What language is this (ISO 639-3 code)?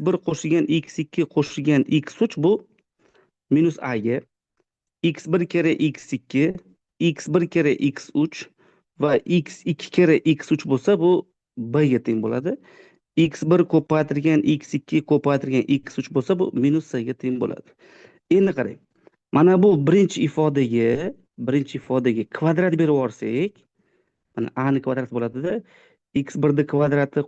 uzb